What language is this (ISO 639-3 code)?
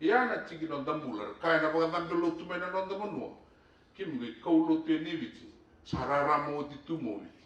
fij